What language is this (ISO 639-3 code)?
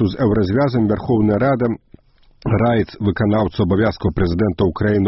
bel